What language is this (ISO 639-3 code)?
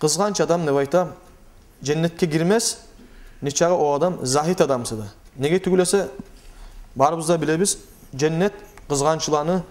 kum